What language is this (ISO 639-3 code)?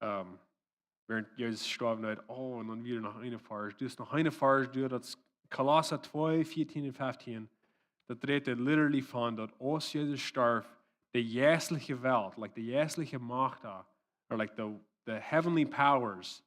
pdt